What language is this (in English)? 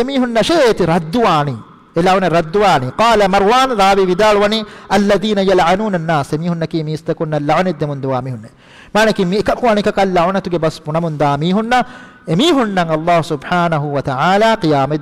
Divehi